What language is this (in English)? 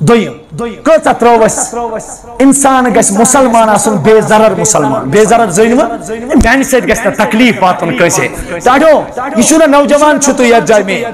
Kashmiri